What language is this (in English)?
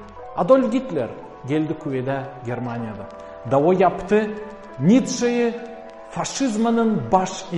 Gagauz